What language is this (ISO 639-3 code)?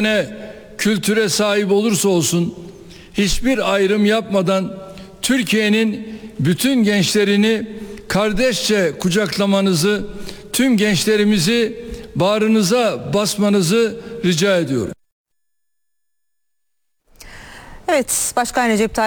tur